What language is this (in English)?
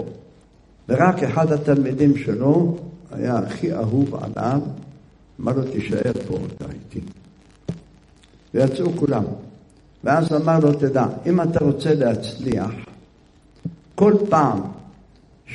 Hebrew